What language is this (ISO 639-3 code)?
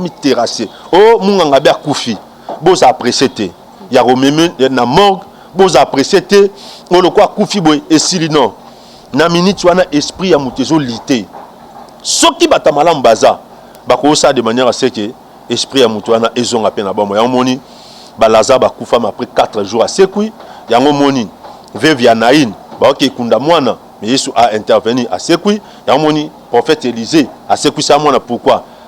lin